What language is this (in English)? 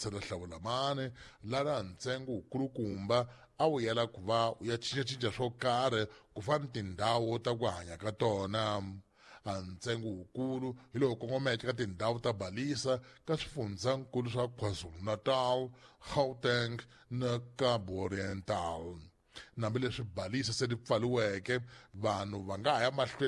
Tsonga